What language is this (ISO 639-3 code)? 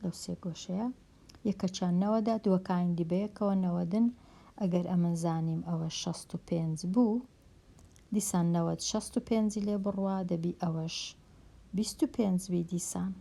ckb